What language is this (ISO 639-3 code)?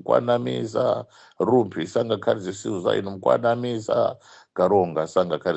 nya